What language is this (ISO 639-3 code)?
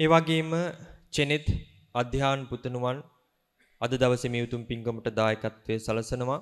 sin